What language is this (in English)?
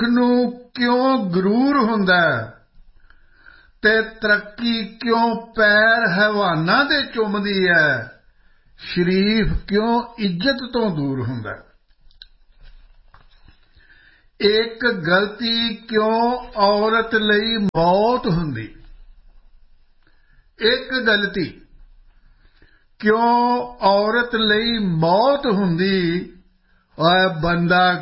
Punjabi